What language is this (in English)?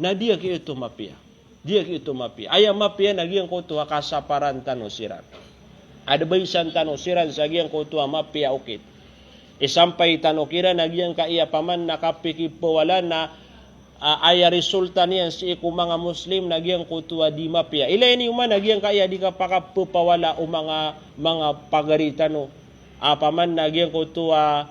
Maranao